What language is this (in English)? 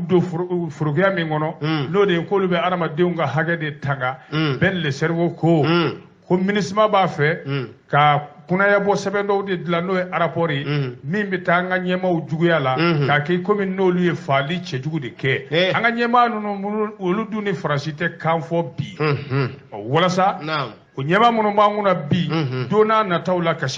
Bambara